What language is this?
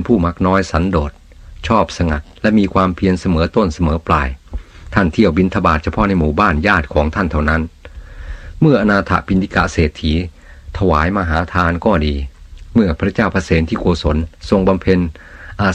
Thai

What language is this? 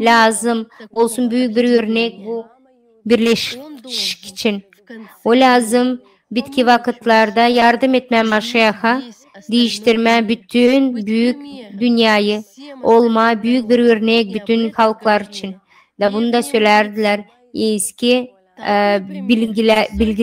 Gagauz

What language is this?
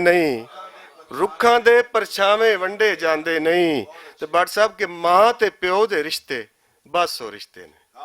Western Panjabi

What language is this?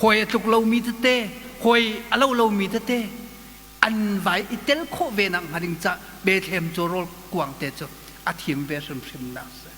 Hakha Chin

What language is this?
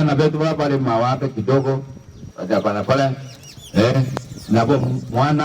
Meru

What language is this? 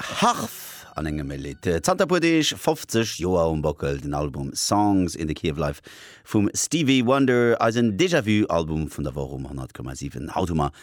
Luxembourgish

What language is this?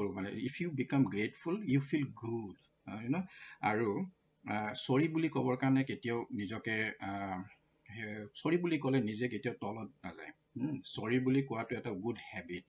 Assamese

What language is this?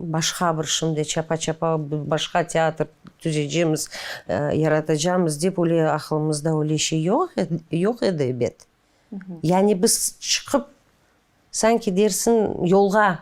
Crimean Tatar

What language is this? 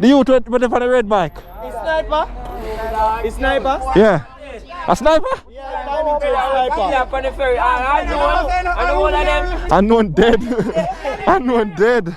Jamaican Creole English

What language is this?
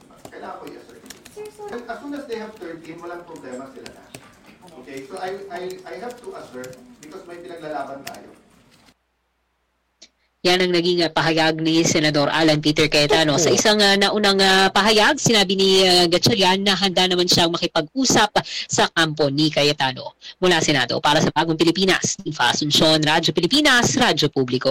Filipino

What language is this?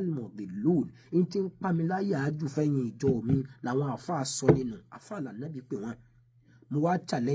Yoruba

